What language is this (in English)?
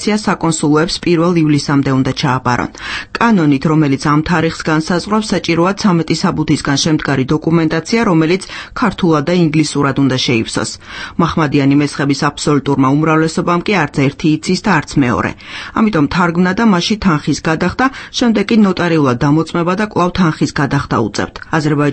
Georgian